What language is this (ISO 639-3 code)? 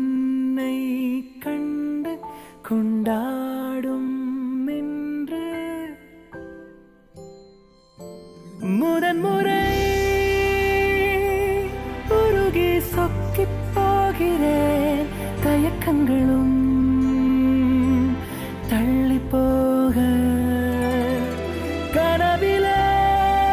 tam